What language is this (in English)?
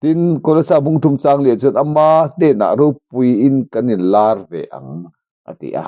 Mizo